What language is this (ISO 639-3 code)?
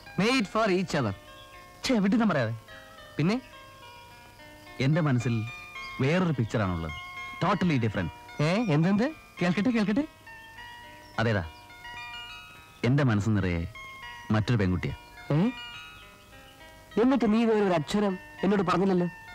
mal